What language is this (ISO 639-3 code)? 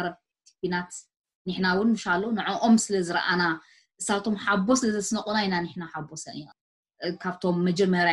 tir